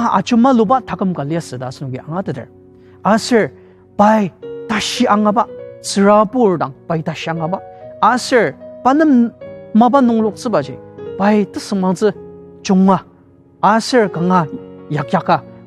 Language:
Ao Naga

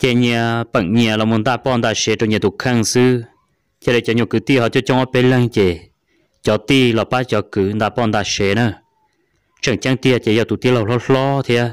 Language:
Hmong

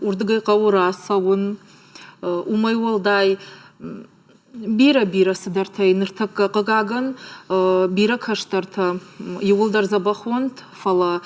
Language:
Ossetic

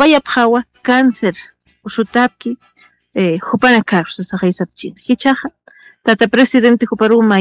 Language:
Aymara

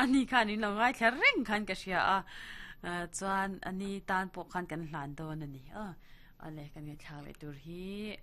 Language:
Mizo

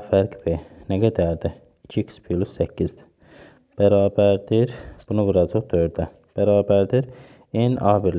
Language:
Azerbaijani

